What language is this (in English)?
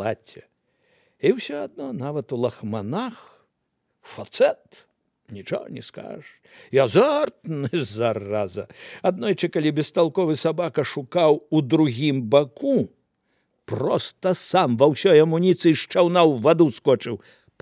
Belarusian